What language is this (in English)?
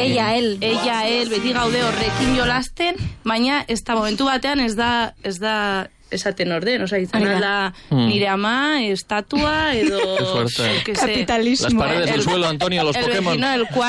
Basque